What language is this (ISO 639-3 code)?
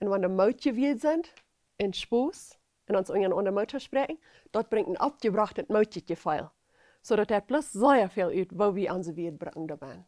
pdt